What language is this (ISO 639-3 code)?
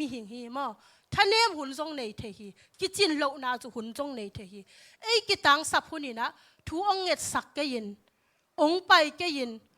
ctd